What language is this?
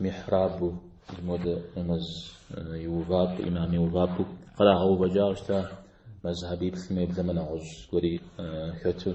Kabardian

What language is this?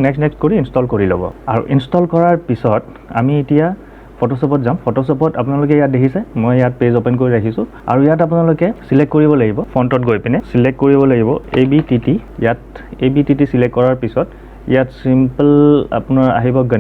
Assamese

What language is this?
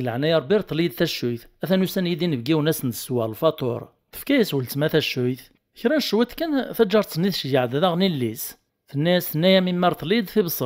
Kabyle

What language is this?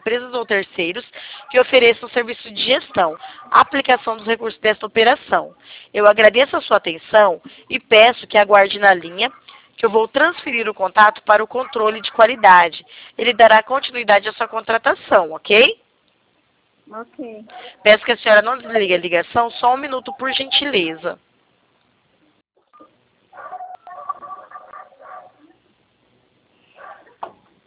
Portuguese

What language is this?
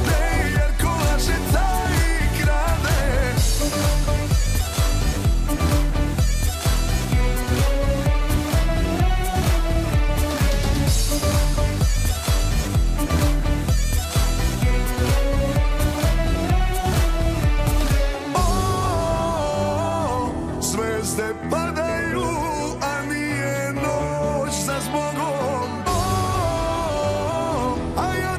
Serbian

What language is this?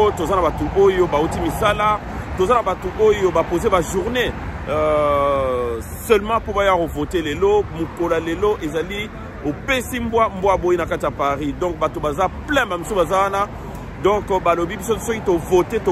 Lingala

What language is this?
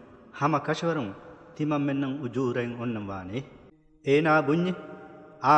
Divehi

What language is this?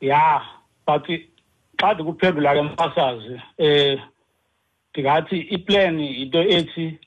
Xhosa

